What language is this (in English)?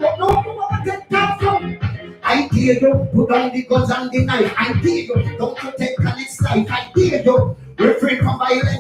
Jamaican Creole English